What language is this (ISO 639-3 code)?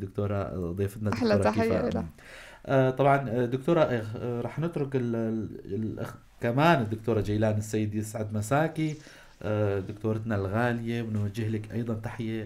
apc